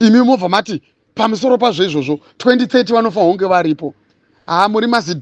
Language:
Shona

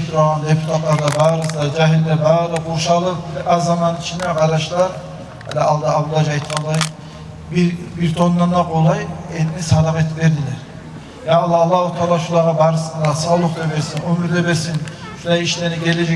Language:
Kumyk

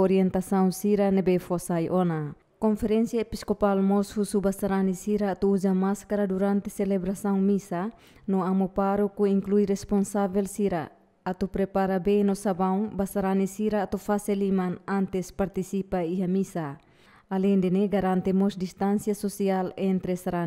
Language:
Tetum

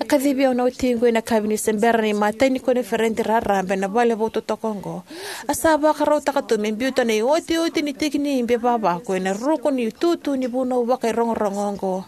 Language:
Fijian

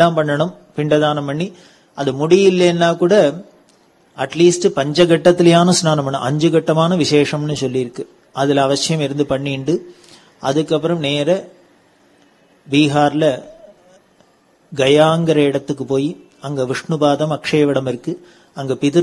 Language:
Tamil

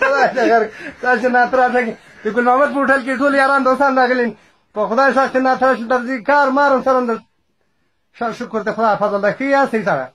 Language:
Pashto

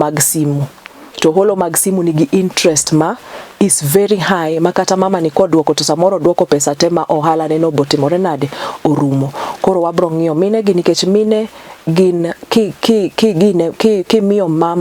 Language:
Luo (Kenya and Tanzania)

